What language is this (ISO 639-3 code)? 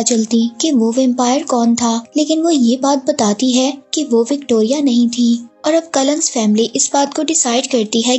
hin